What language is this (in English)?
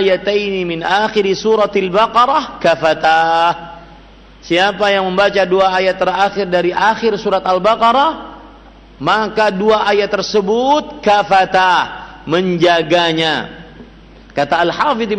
Indonesian